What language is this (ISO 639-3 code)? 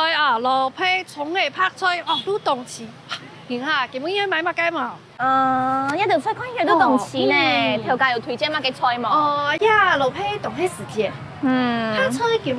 hak